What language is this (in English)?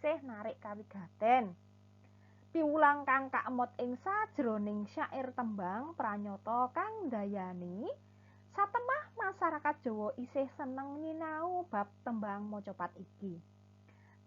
Javanese